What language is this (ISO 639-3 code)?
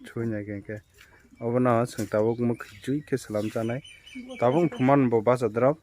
trp